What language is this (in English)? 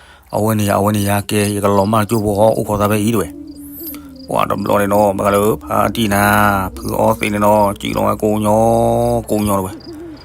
S'gaw Karen